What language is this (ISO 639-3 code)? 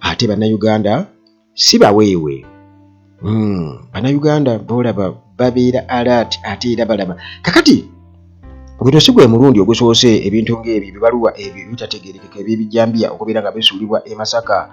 lug